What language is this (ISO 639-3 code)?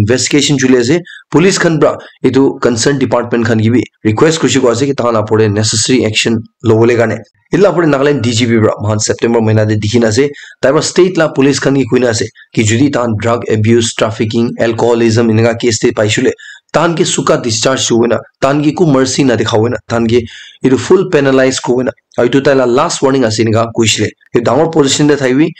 nag